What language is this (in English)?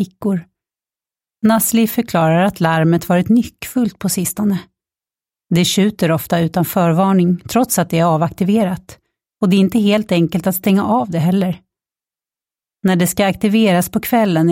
Swedish